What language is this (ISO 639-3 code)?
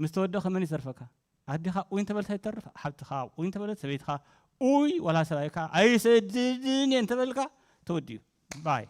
tir